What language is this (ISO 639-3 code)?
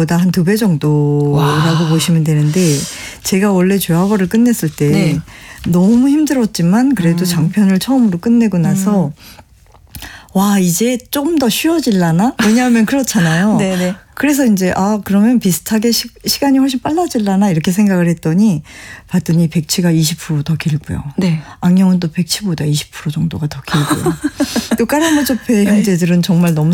kor